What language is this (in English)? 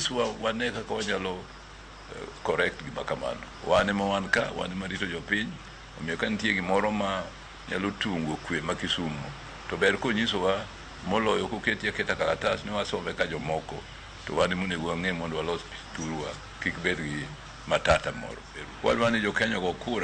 Luo (Kenya and Tanzania)